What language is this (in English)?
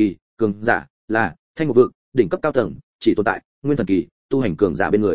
Vietnamese